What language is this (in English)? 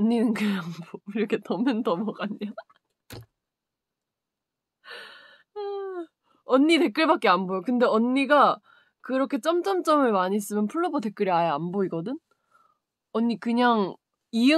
Korean